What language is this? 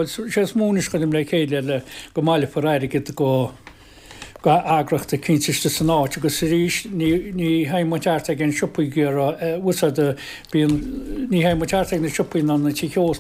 Irish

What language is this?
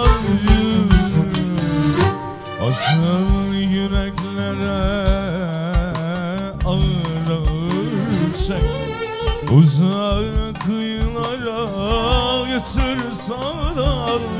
Turkish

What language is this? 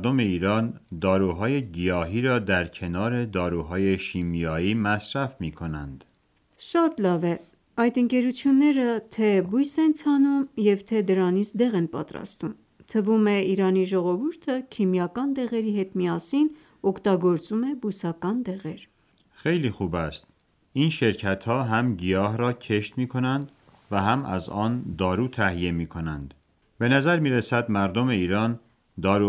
Armenian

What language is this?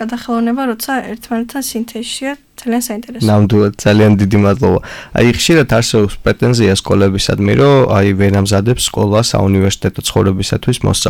Georgian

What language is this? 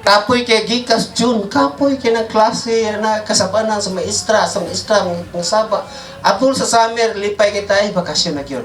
Cebuano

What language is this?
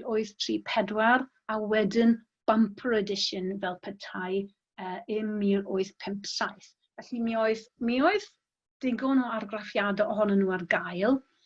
Welsh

